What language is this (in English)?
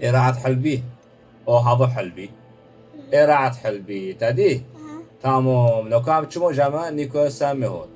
Kurdish